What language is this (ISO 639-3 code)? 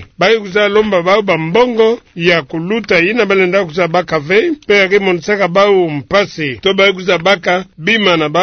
ktu